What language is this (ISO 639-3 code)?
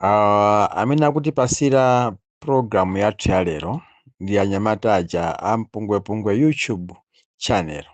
nya